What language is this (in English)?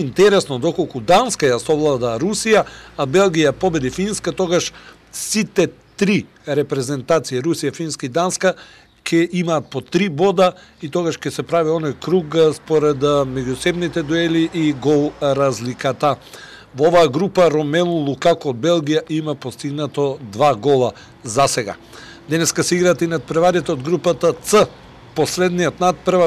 Macedonian